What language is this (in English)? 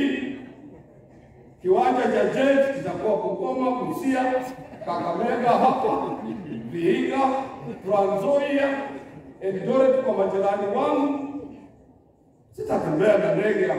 Swahili